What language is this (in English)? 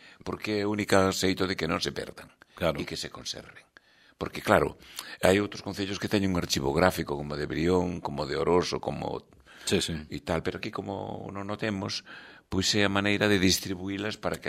Galician